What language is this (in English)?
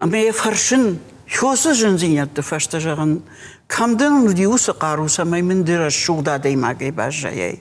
Ossetic